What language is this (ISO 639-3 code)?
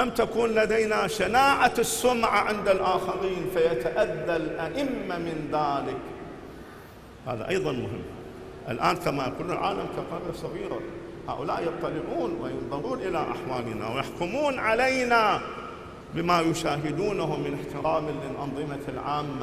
ara